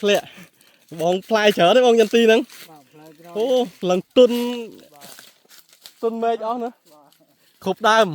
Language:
Khmer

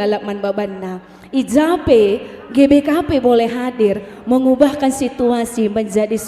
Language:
Batak Karo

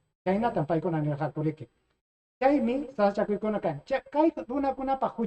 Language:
Ayacucho Quechua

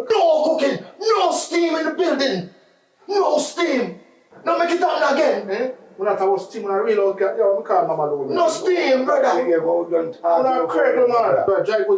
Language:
Jamaican Creole English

